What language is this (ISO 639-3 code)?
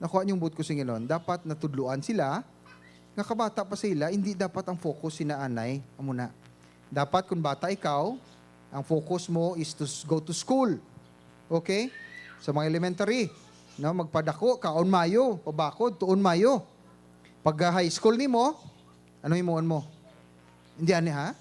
hil